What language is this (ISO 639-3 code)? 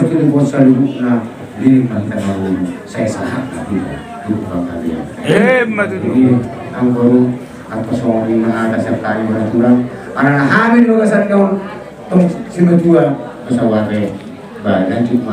bbc